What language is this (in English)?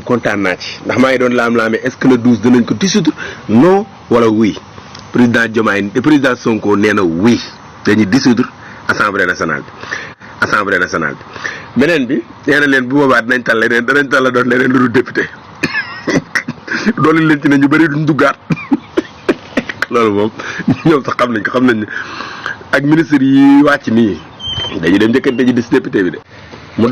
Wolof